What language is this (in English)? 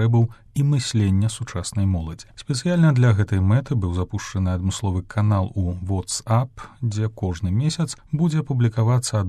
Belarusian